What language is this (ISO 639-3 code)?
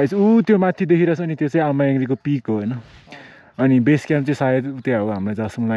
nep